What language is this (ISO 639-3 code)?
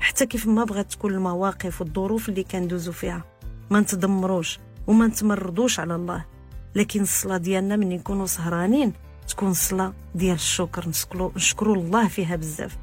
ary